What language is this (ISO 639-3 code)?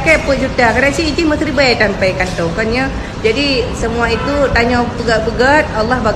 ace